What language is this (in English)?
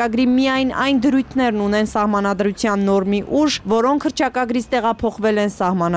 Armenian